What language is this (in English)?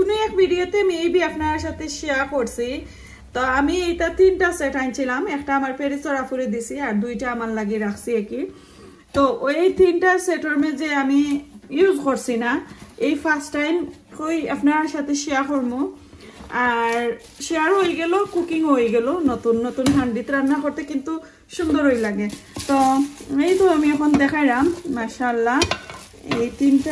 Sylheti